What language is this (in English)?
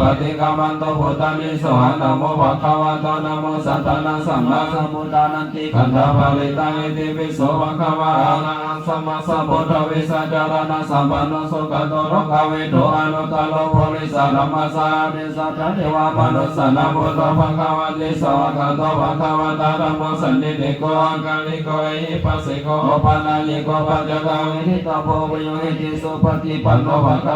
Pali